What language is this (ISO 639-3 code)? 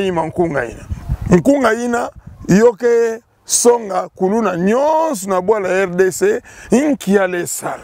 ktu